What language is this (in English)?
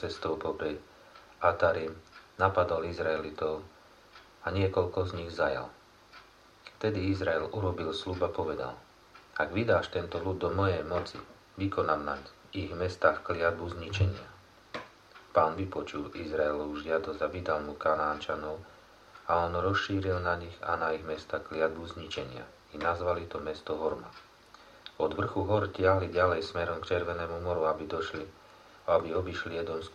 Slovak